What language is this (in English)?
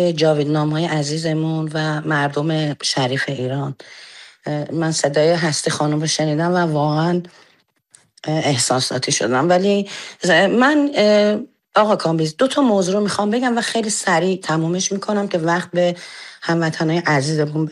Persian